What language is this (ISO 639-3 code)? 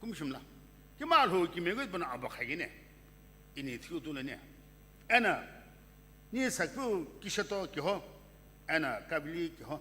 nsm